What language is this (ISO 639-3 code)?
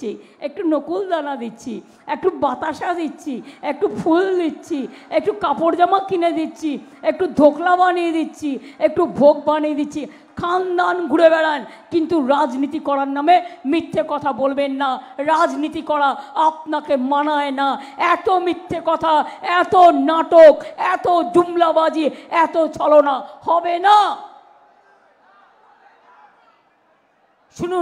ben